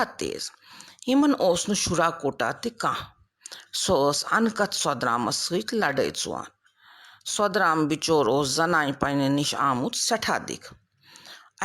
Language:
Kashmiri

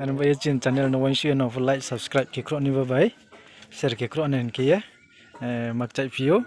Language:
Riang (India)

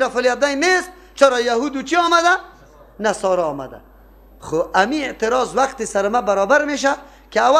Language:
Persian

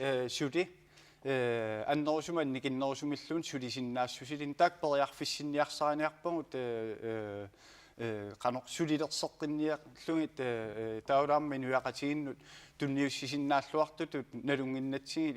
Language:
Kalaallisut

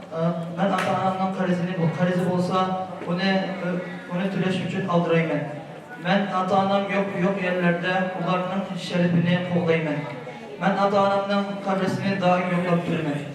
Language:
Uyghur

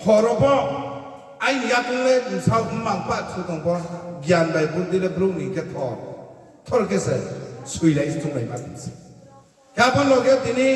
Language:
Riang (India)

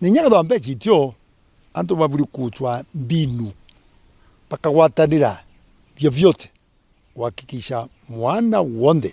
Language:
Meru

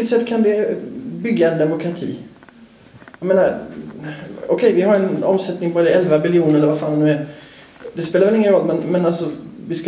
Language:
Swedish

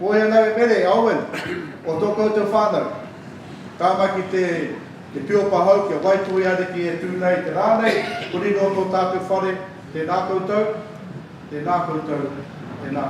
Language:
Māori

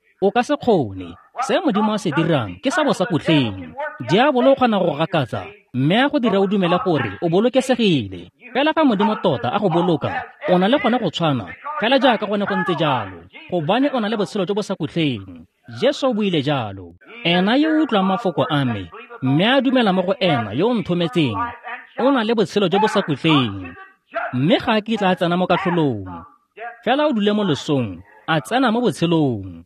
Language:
Tswana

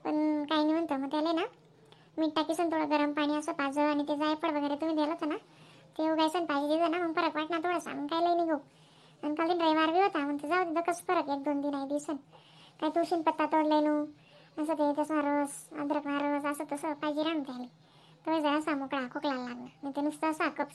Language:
Khandesi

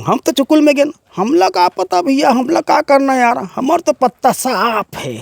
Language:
Chhattisgarhi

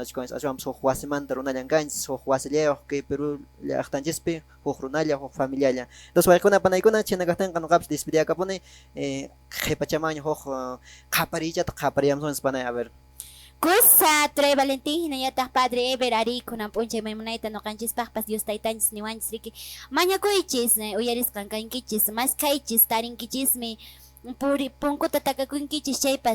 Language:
Quechua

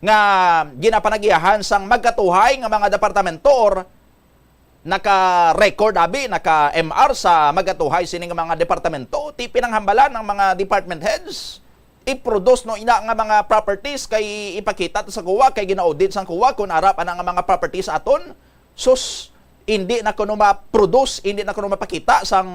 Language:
Hiligaynon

